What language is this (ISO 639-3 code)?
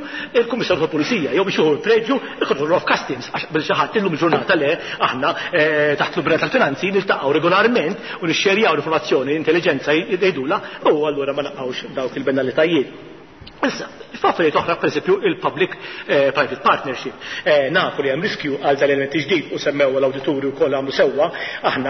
mlt